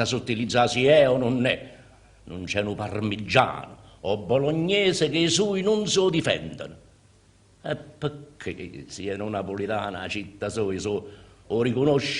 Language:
Neapolitan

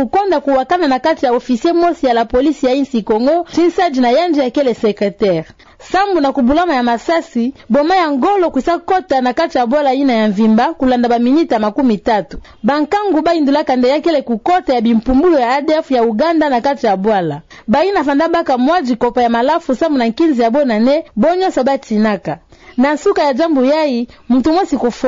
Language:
Kituba (Democratic Republic of Congo)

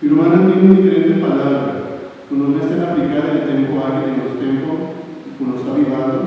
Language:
Papiamento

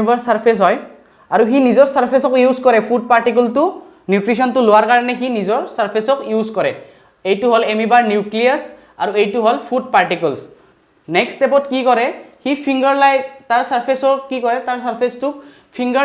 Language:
Assamese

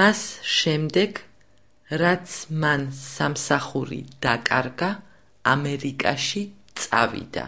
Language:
Georgian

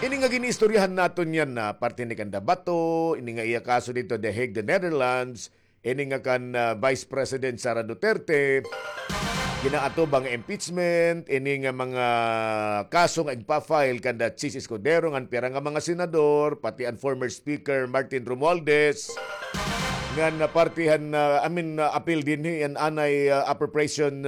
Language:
Waray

